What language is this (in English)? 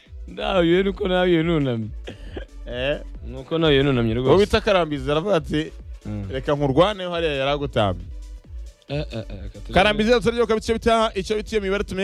Kinyarwanda